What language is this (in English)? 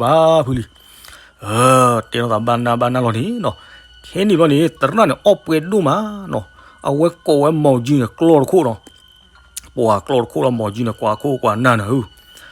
S'gaw Karen